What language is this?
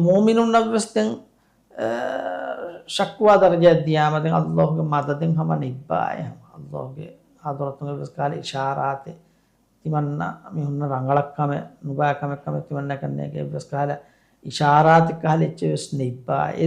Divehi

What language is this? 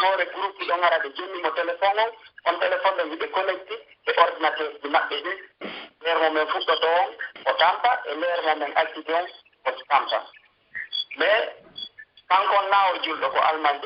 Pular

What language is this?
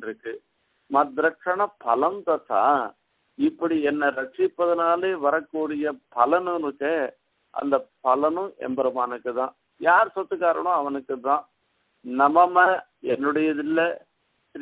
Tamil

